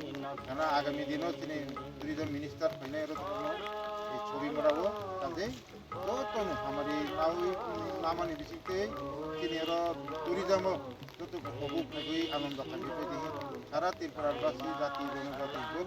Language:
Riang (India)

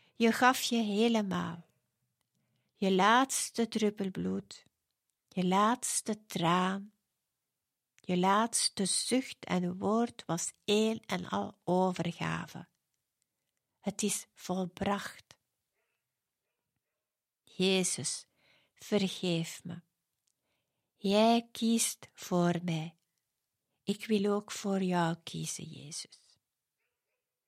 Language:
Dutch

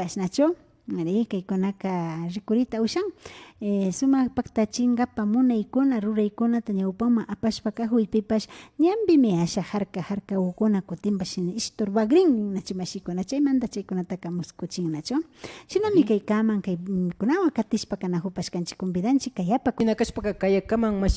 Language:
Imbabura Highland Quichua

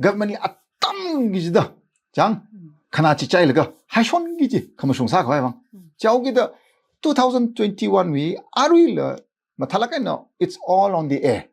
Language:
Tangkhul Naga (India)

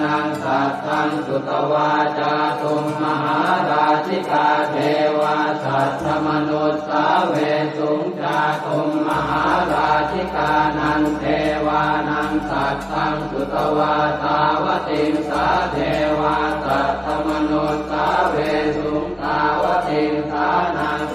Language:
Pali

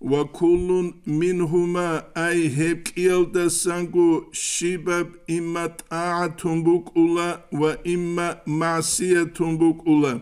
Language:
Avaric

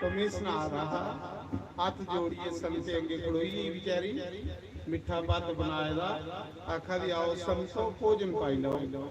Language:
Dogri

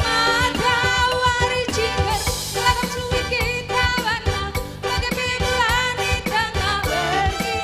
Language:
Batak Karo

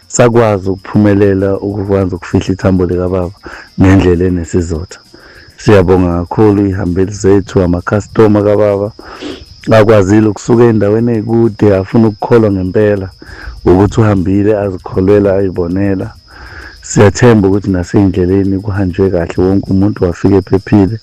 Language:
Zulu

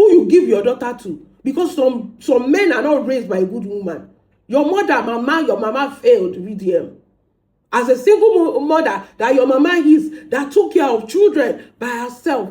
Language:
Yoruba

